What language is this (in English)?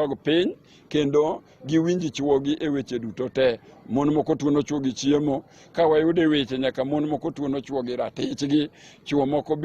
Luo (Kenya and Tanzania)